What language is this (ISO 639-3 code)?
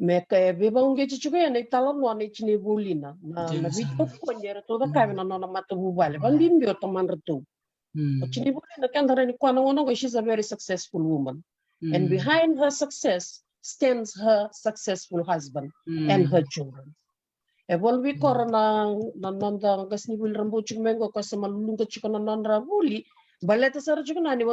fij